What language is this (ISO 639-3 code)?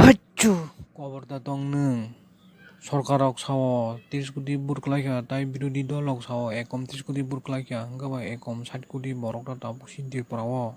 trp